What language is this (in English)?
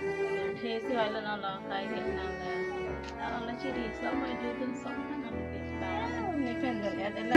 Karbi